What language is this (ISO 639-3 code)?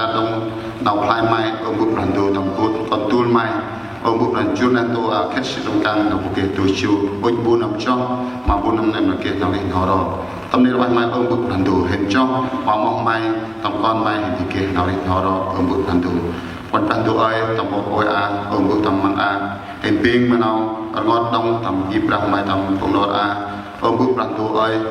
cmo